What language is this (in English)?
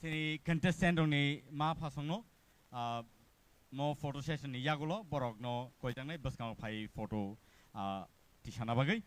Kok Borok